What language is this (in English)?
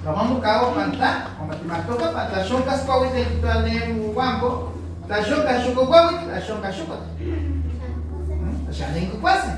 Nahuatl languages